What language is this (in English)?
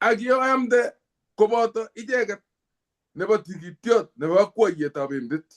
Kalenjin